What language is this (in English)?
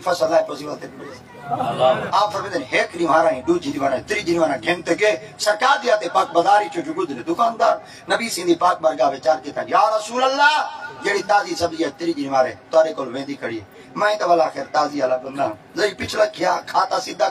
Saraiki